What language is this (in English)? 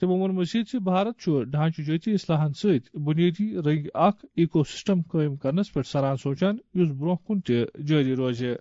Kashmiri